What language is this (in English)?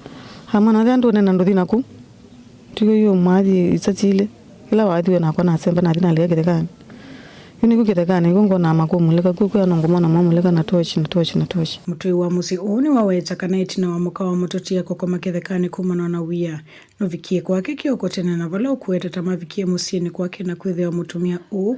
Kamba